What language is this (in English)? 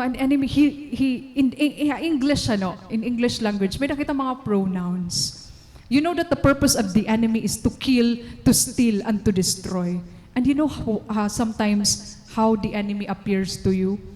Waray